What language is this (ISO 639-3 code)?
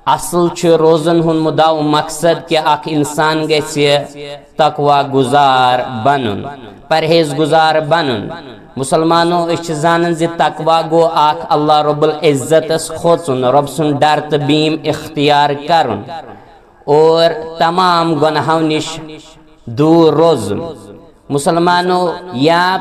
kas